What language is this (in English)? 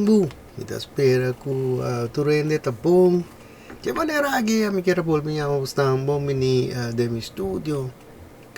Papiamento